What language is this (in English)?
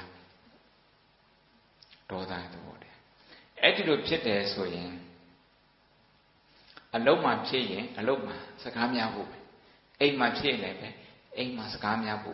Burmese